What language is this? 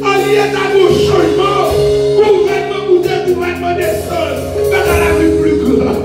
Haitian Creole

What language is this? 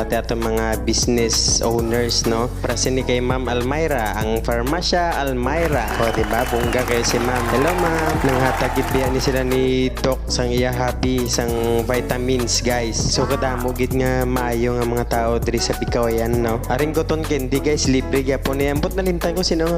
Hiligaynon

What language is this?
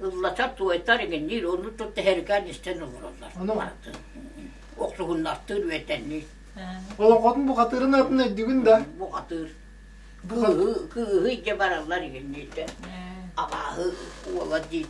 Yakut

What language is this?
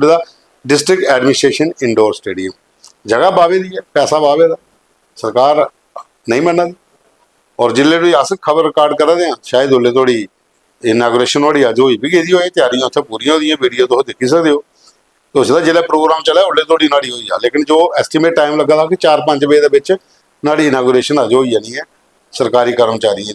Dogri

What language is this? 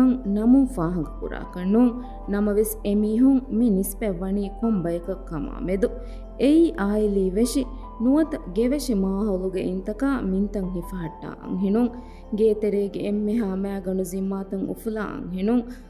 Divehi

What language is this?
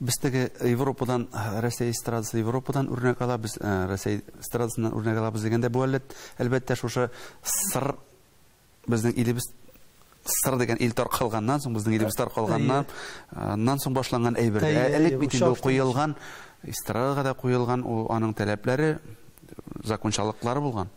Tatar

